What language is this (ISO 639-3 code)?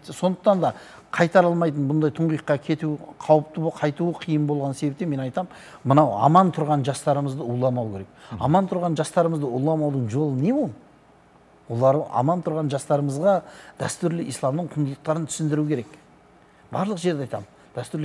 kaz